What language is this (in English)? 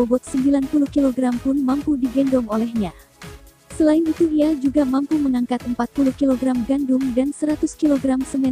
Indonesian